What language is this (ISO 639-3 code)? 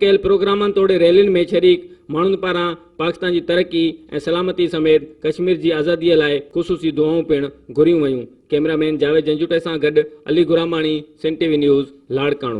snd